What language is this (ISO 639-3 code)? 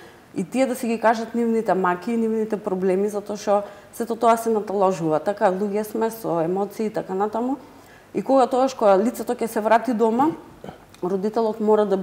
mkd